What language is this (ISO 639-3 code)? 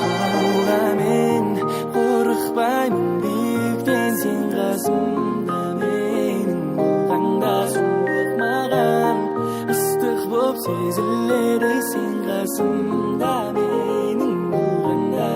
kaa